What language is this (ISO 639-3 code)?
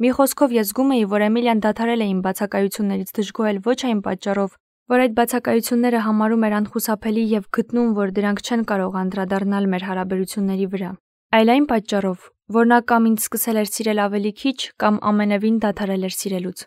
hye